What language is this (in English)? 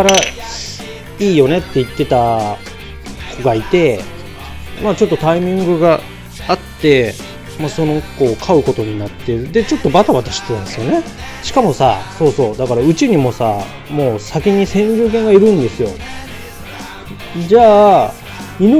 Japanese